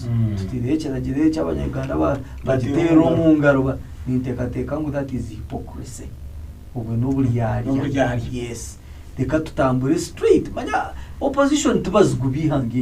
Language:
Nyankole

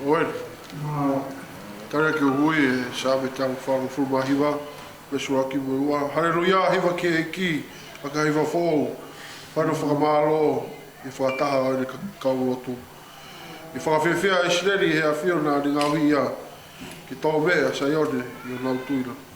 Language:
Tongan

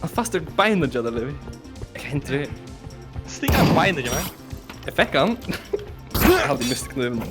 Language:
Faroese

